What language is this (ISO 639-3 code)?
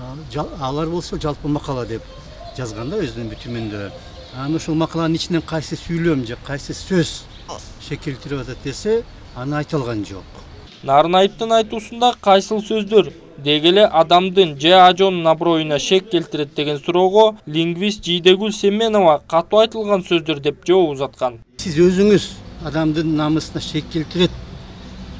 kir